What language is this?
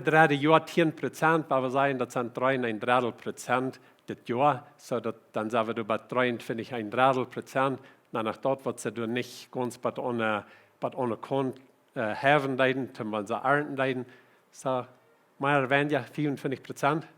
Plautdietsch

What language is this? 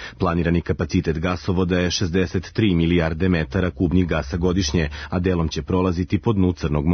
Serbian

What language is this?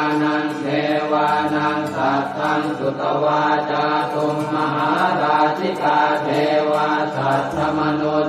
Pali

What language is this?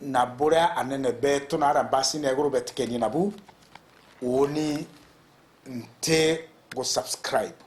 Meru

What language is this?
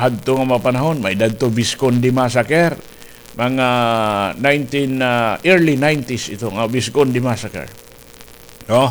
Waray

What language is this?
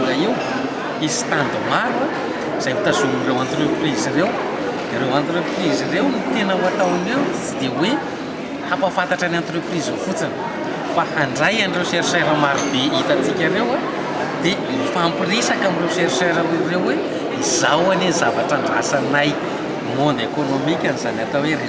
Malagasy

